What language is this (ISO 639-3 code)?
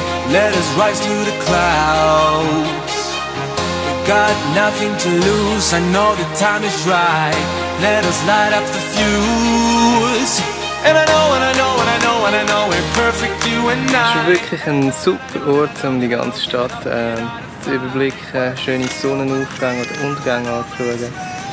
gsw